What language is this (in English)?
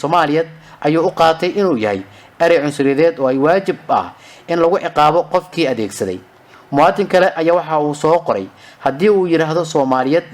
Somali